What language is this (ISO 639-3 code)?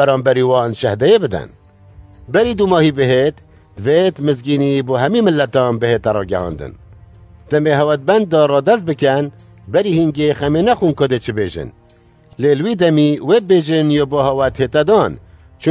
kur